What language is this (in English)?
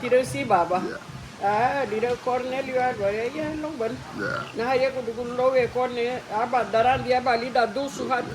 Garifuna